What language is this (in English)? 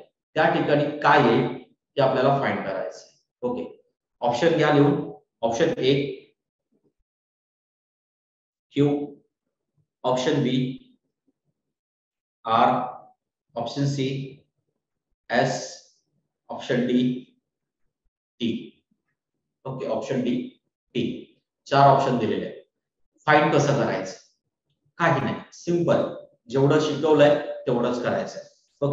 Marathi